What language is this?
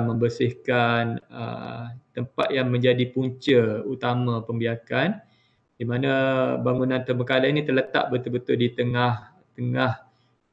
Malay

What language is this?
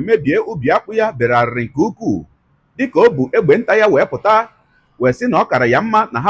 Igbo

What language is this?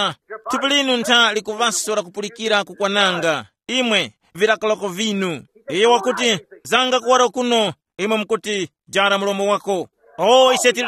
Tumbuka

